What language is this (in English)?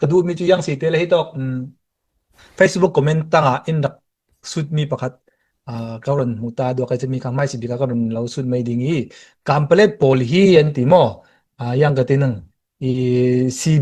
Falam Chin